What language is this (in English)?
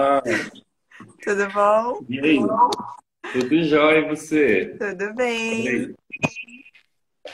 Portuguese